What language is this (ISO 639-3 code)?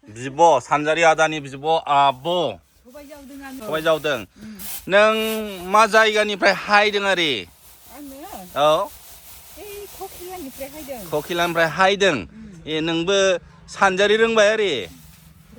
brx